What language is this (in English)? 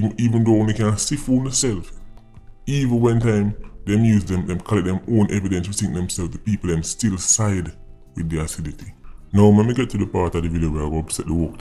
Jamaican Creole English